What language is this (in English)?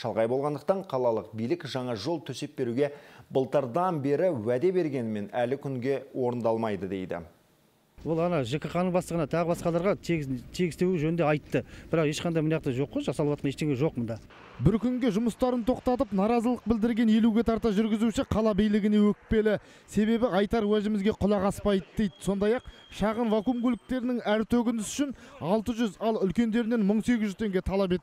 Kazakh